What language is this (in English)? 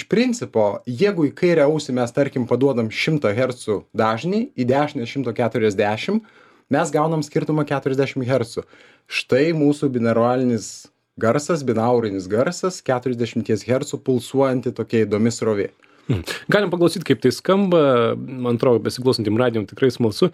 Lithuanian